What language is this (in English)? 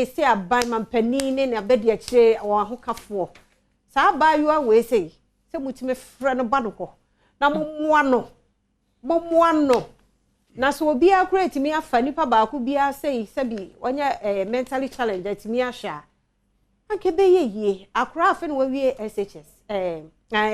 Akan